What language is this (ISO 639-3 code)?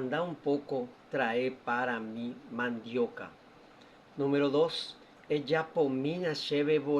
grn